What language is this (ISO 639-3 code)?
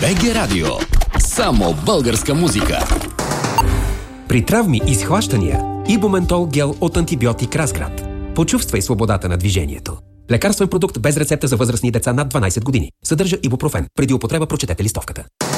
bul